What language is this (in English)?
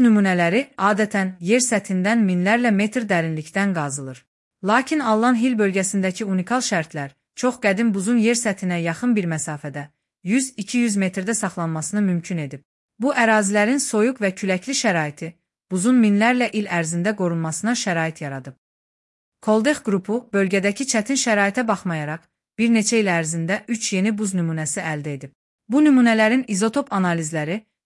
Azerbaijani